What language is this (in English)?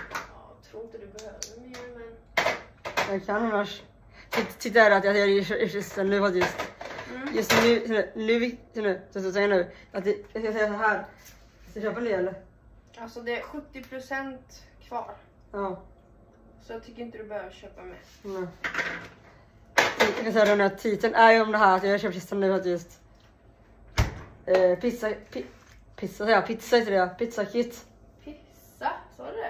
Swedish